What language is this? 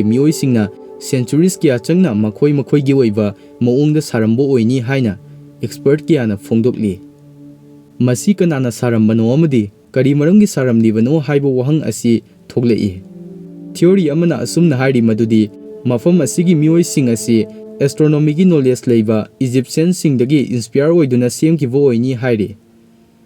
Manipuri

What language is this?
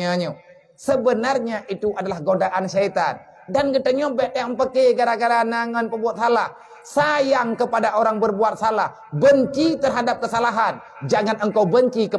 Achinese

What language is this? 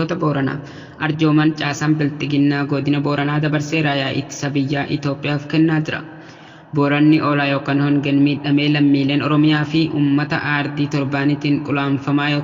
Oromo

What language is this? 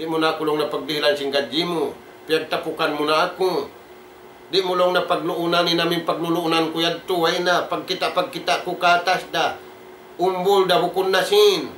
Tausug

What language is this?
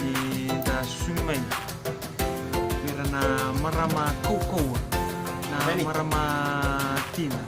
Fijian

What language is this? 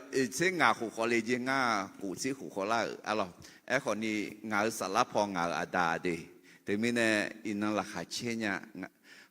Akha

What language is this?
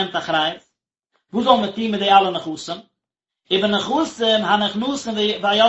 Yiddish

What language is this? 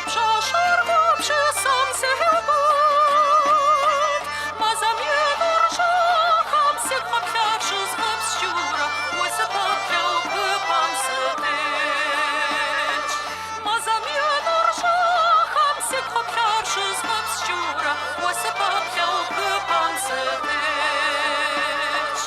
Kabardian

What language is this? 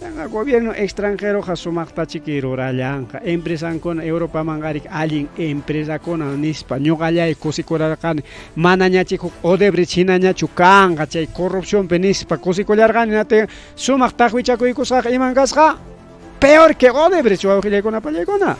Ayacucho Quechua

